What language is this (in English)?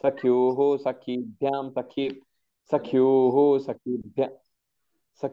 Sanskrit